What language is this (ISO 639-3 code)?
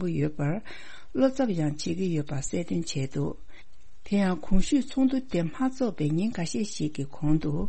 bod